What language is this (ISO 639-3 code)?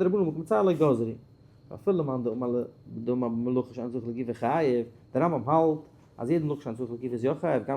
yid